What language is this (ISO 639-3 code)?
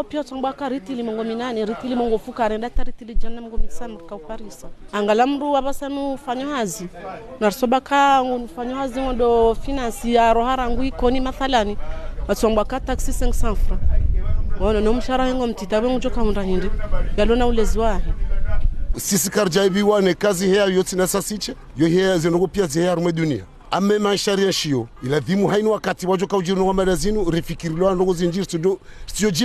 zdj